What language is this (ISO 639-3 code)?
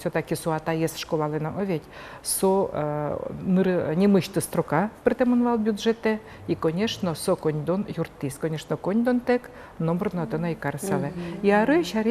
udm